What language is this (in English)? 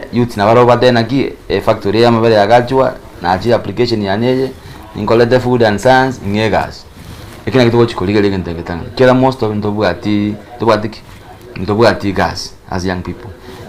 Gusii